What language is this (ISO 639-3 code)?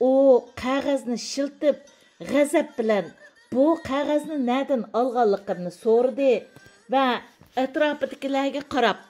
uig